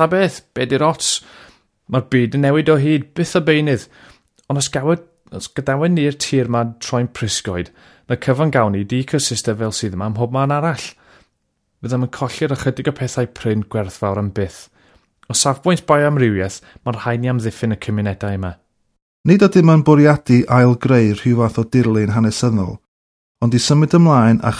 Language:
Welsh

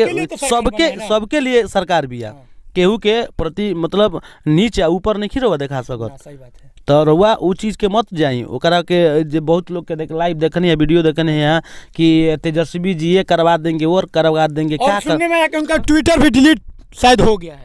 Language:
Bhojpuri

